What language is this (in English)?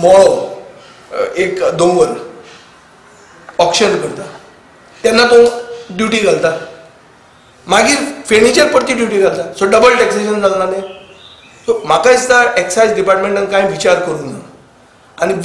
Konkani